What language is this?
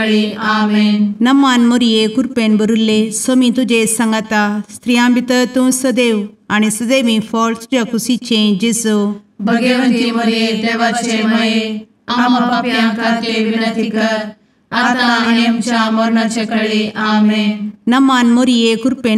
Konkani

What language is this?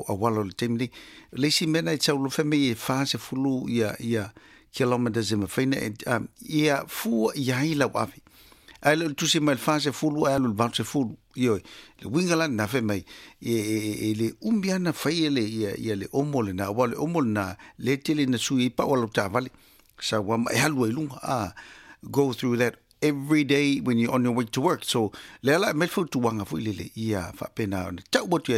Samoan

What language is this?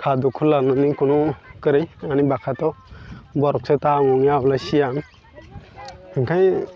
Kok Borok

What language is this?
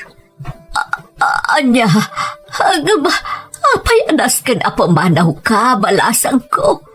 Iloko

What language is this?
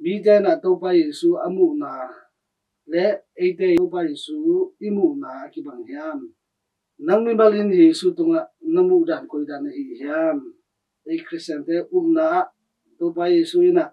Tedim Chin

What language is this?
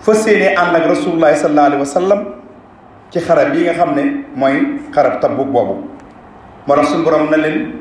Wolof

